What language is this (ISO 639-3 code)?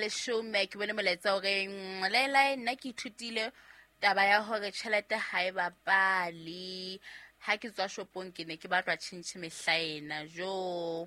sot